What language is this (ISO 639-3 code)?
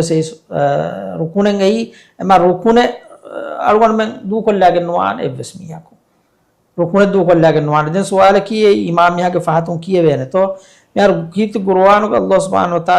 div